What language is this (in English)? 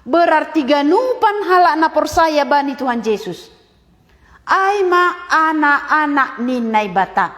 Batak Simalungun